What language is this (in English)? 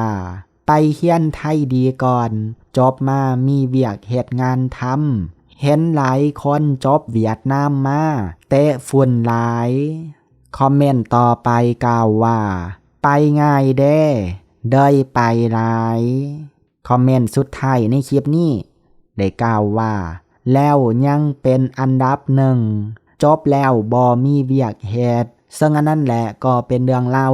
Lao